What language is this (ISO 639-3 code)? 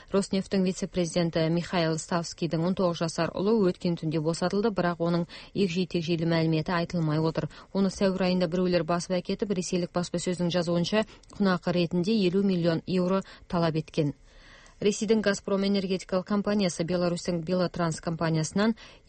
kaz